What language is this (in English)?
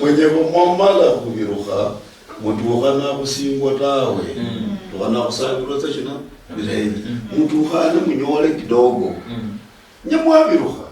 Luyia